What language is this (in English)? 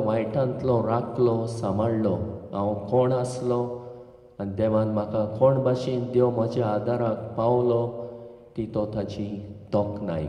Konkani